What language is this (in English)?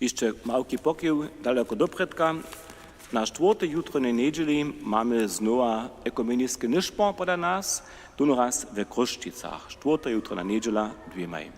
Upper Sorbian